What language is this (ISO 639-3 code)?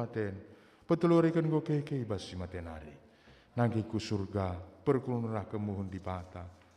btx